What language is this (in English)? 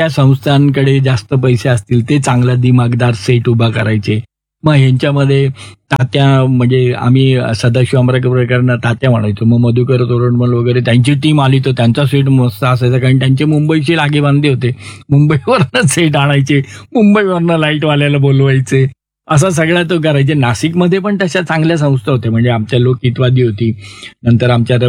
Marathi